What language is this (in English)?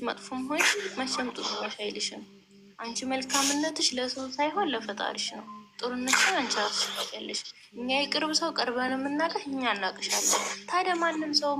Amharic